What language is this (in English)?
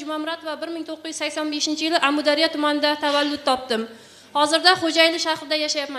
Kara-Kalpak